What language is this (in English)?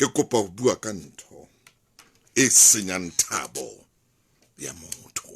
Southern Sotho